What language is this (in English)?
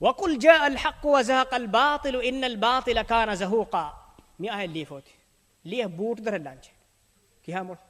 Divehi